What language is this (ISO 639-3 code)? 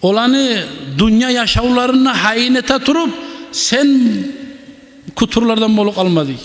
kum